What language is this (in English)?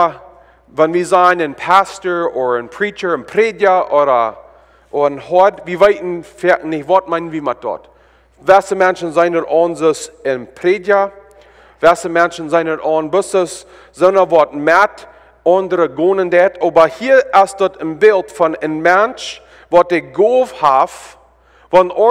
Plautdietsch